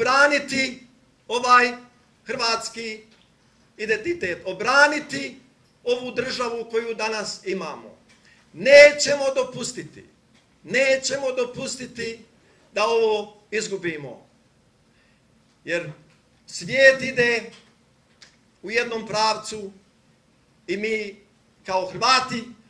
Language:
Croatian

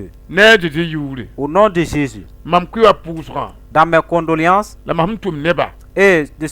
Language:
Mossi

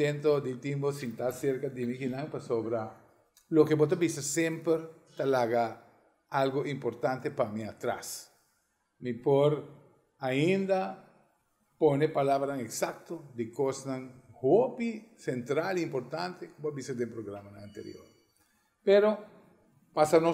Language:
Papiamento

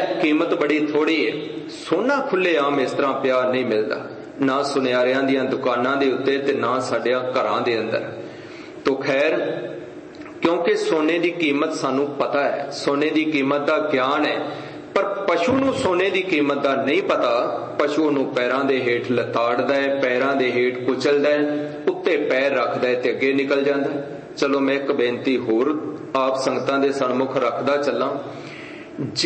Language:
Punjabi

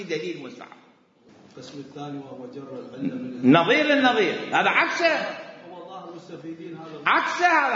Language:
Mesopotamian Arabic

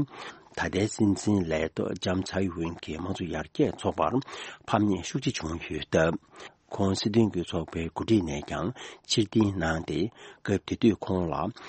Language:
Tibetan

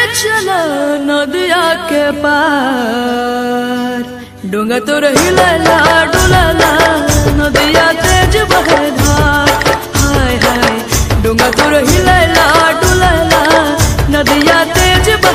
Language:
Bhojpuri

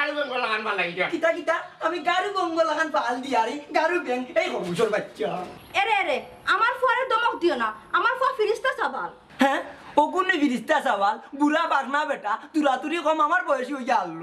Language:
Sylheti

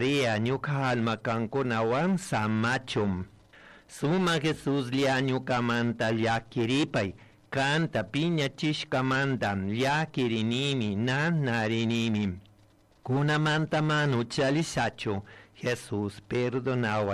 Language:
Chimborazo Highland Quichua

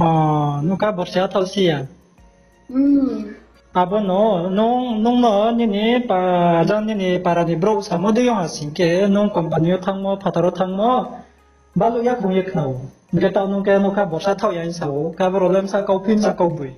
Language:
Riang (India)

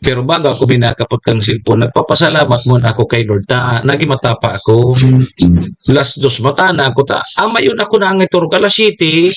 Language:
Bikol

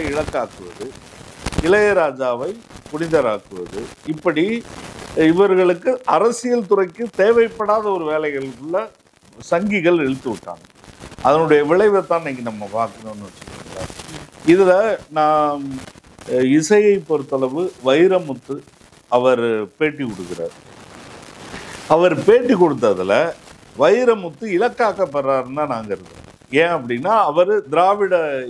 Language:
Tamil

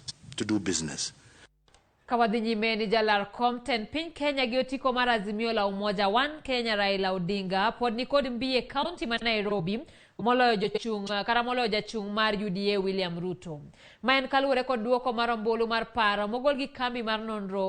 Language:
Luo (Kenya and Tanzania)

